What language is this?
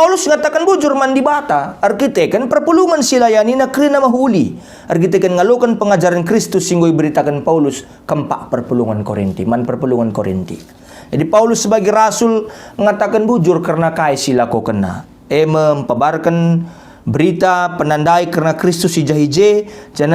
Batak Karo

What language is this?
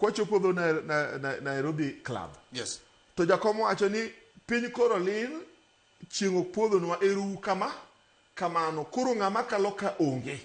Luo (Kenya and Tanzania)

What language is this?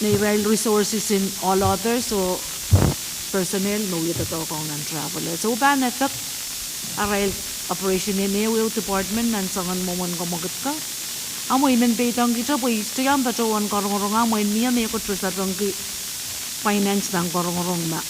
Pohnpeian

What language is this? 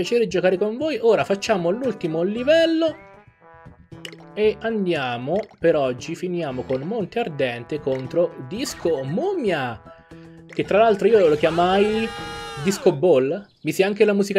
Italian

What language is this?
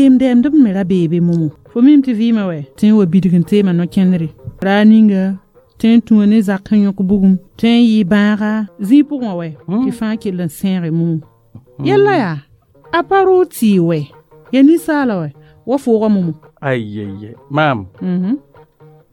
Mossi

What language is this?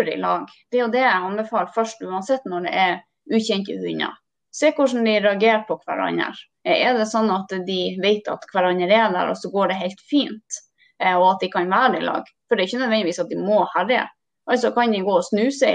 Norwegian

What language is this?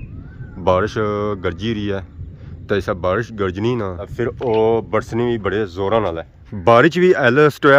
Pahari-Potwari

